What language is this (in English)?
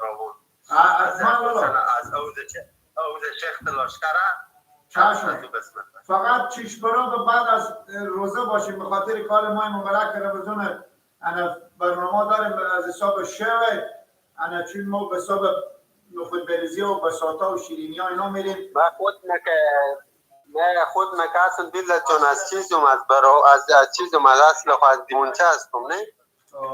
Persian